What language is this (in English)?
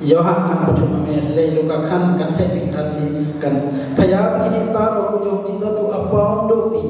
Hakha Chin